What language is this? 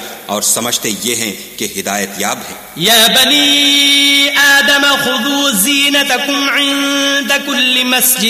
Urdu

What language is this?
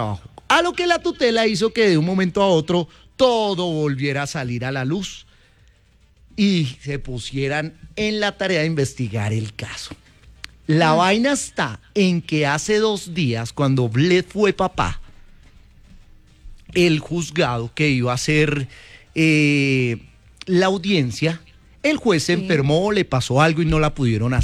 Spanish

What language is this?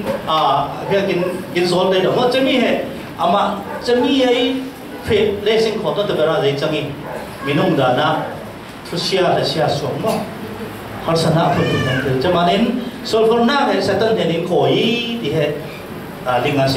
Falam Chin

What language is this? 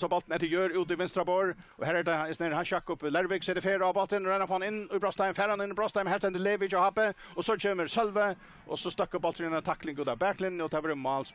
Faroese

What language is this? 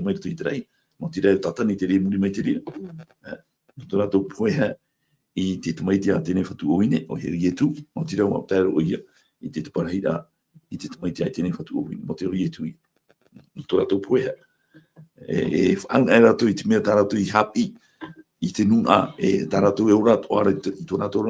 Tahitian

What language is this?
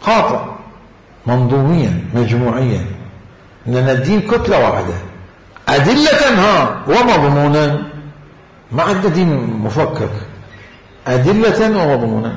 Mesopotamian Arabic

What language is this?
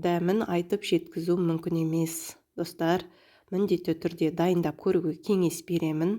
Kazakh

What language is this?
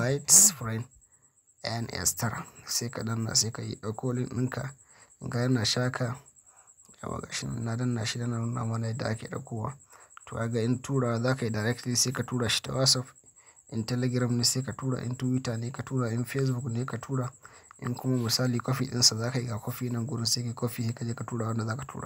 Hausa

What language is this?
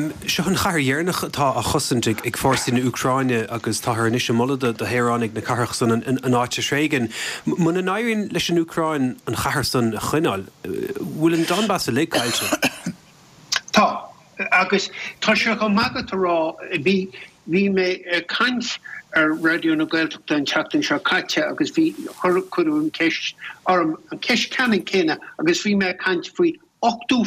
Irish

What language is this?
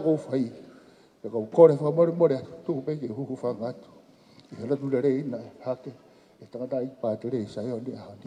Tongan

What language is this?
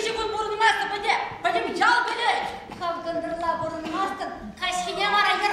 Chuvash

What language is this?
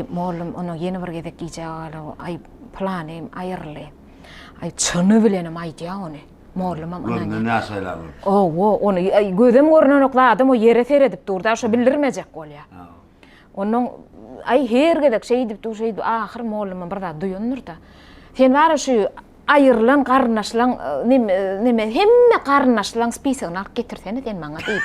Turkmen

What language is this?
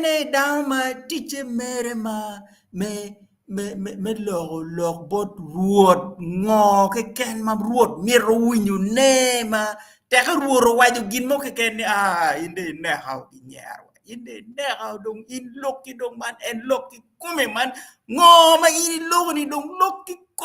Acoli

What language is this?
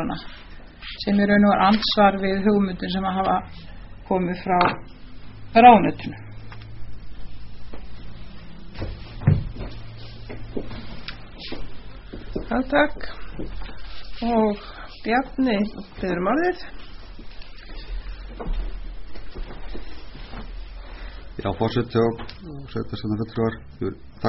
Icelandic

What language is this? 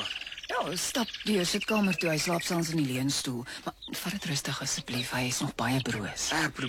Afrikaans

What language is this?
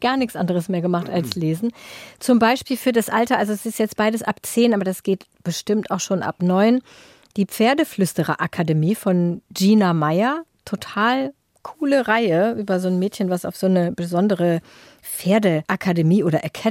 German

